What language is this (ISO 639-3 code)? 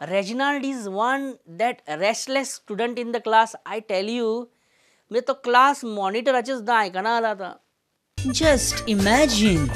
kok